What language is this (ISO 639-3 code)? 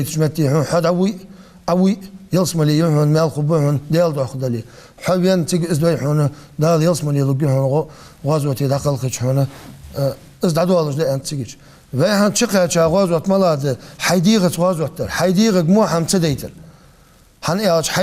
inh